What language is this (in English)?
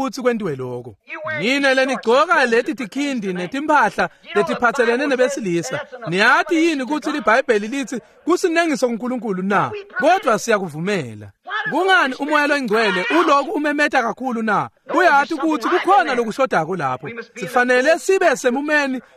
Swati